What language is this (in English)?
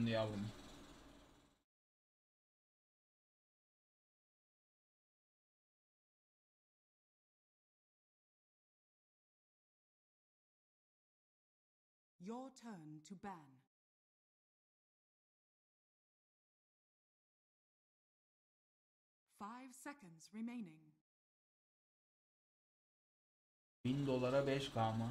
Turkish